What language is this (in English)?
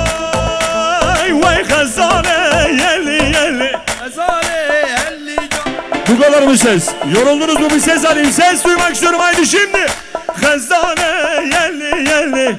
Kurdish